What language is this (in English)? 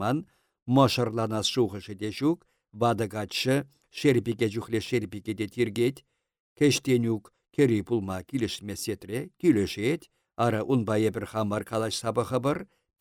Chuvash